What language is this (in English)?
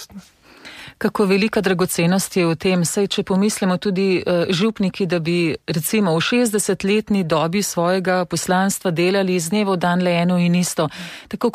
Slovenian